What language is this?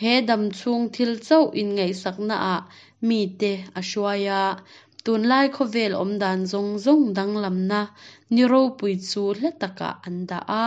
Hakha Chin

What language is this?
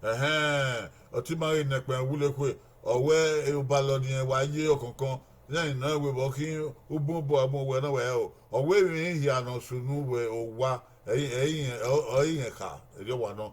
Bini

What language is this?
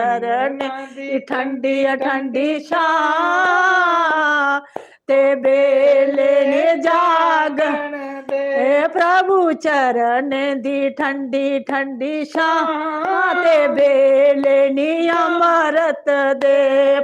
Dogri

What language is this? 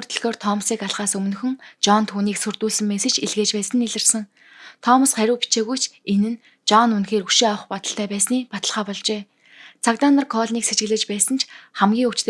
Mongolian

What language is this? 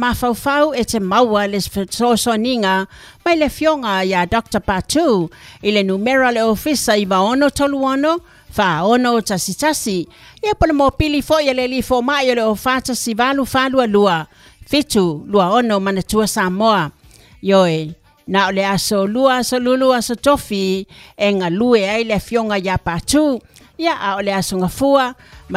Samoan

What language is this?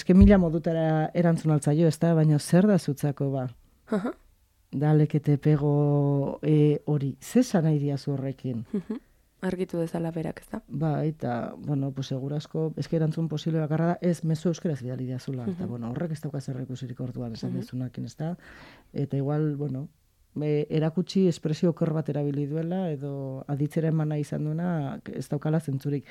Basque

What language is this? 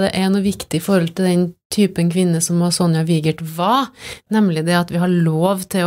Norwegian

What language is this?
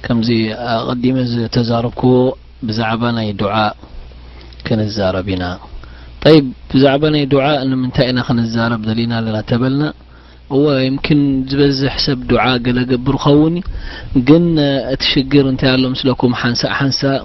Tigrinya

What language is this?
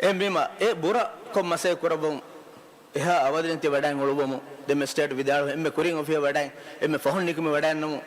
Divehi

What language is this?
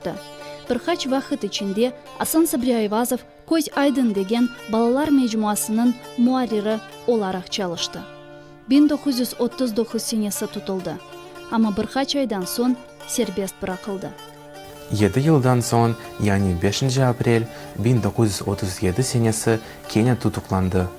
Crimean Tatar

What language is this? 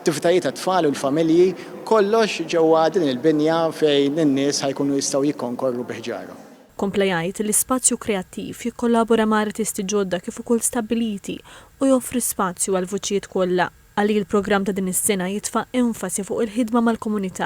Maltese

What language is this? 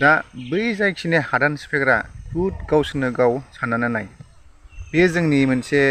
Bodo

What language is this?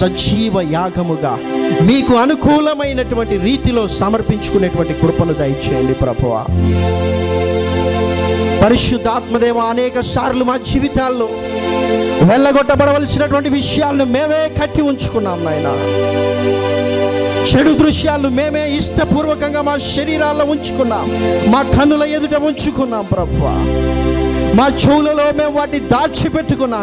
Telugu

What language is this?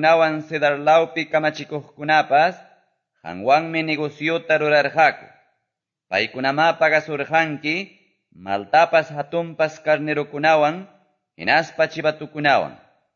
Quechua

